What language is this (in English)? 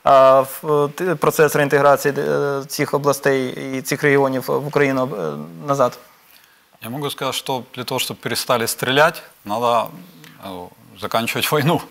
Ukrainian